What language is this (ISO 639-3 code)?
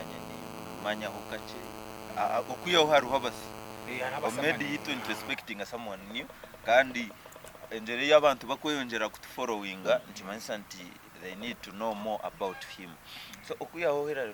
nyn